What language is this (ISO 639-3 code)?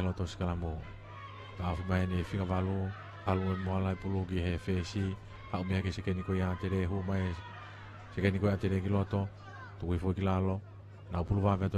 ton